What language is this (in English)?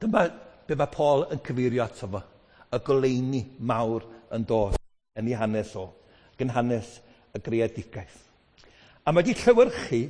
Welsh